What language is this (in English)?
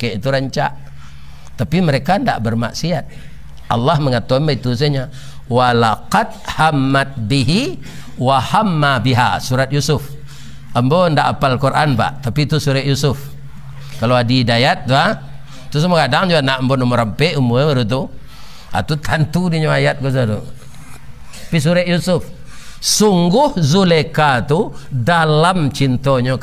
Minangkabau